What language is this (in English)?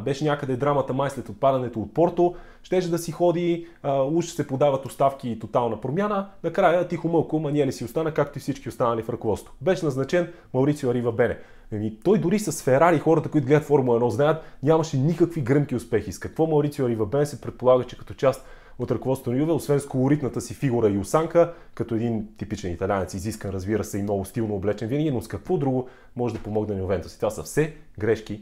Bulgarian